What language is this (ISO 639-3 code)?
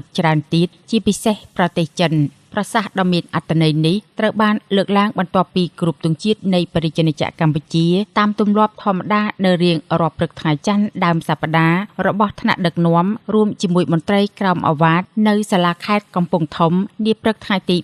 khm